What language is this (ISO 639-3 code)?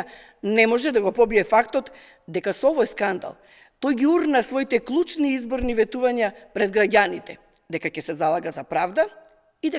mkd